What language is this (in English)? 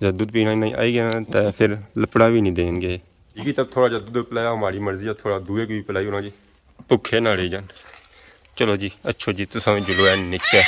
Pahari-Potwari